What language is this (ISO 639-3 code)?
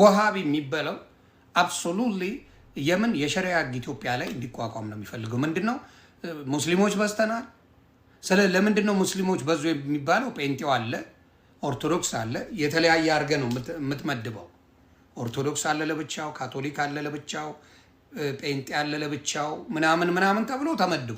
amh